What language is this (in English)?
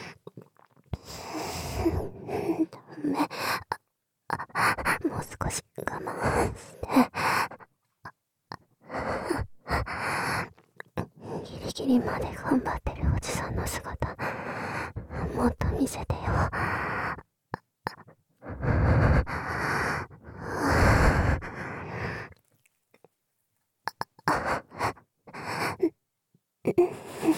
Japanese